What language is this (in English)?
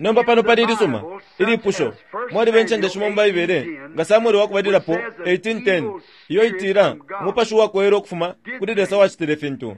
Bemba